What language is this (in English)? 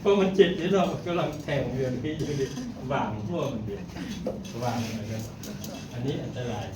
Lao